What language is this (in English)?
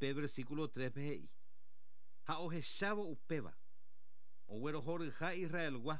Guarani